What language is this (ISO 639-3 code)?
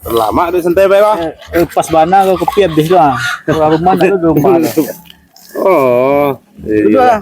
min